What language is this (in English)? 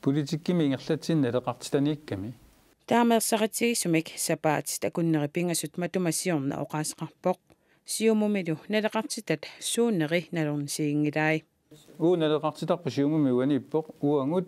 Kalaallisut